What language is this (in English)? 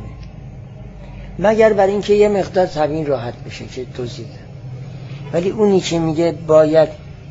Persian